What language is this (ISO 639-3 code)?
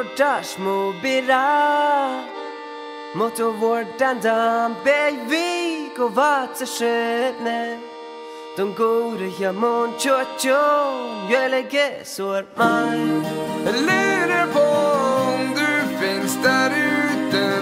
nor